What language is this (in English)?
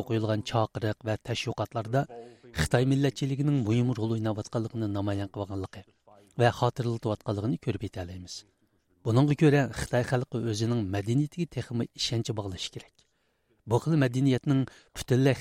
Uyghur